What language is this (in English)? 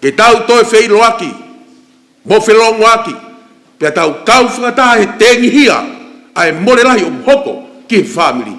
Tongan